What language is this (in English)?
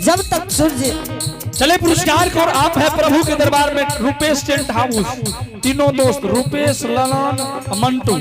Angika